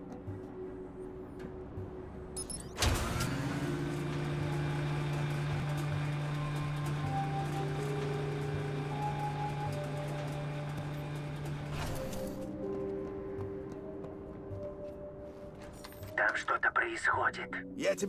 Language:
Russian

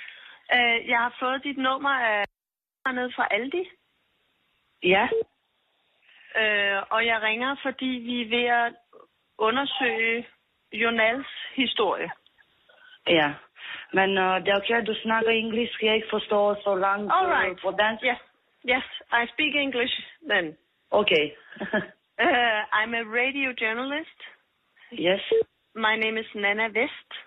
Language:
Danish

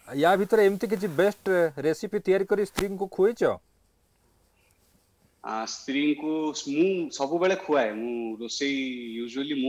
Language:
Odia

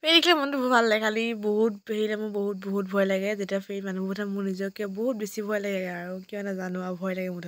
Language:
Assamese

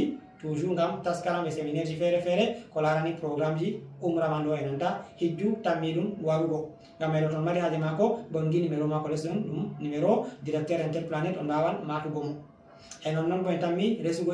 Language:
Fula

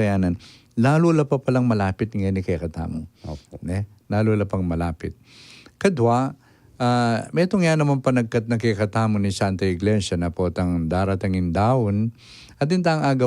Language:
Pampanga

